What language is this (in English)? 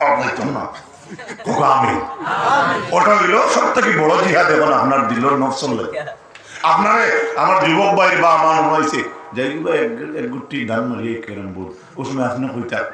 Sylheti